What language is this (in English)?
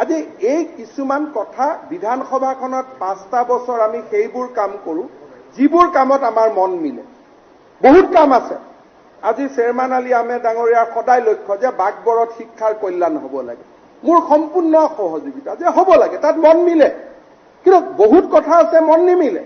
Assamese